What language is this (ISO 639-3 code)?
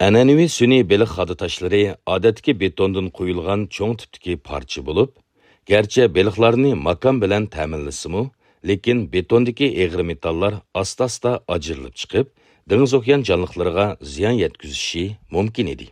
uig